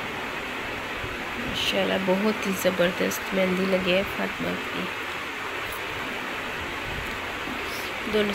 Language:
Hindi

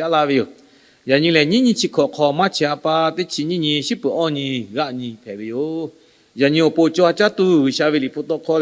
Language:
Lahu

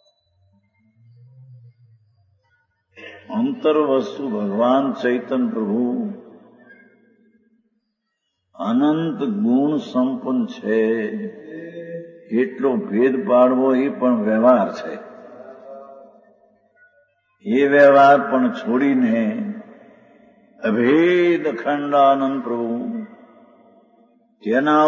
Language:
Gujarati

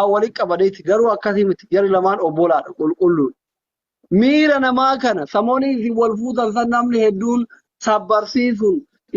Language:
Oromo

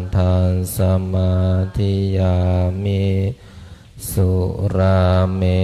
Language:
Pali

